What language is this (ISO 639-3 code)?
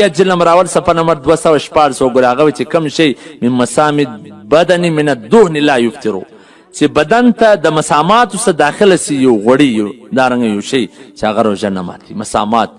pus